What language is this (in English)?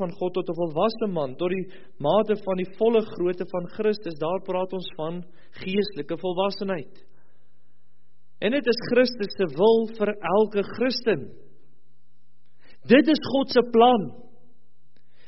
Afrikaans